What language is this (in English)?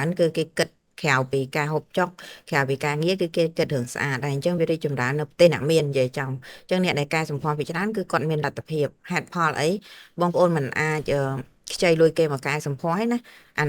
Khmer